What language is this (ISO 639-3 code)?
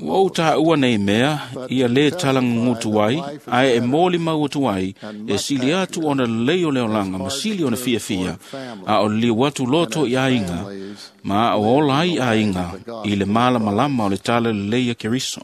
smo